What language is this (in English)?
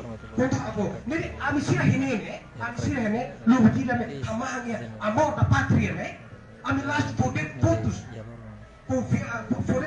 Tetum